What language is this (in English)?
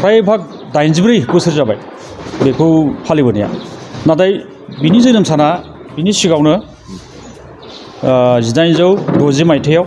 Bodo